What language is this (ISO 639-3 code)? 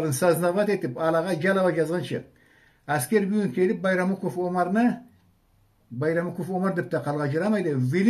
krc